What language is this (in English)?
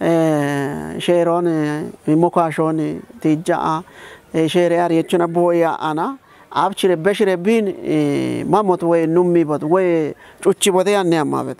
Kafa